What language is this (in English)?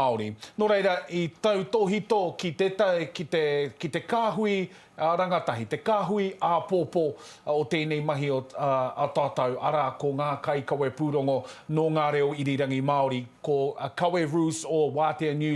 Māori